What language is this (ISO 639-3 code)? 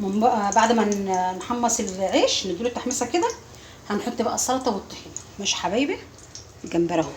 arz